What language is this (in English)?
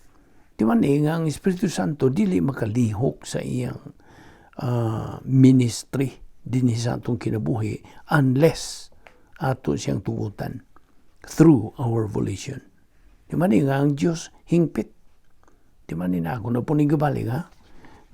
Cebuano